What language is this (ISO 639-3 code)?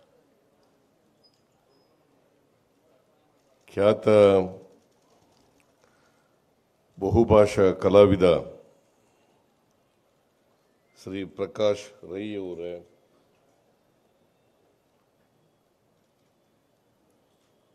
kan